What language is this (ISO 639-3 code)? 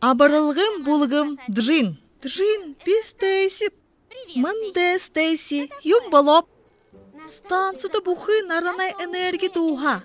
bua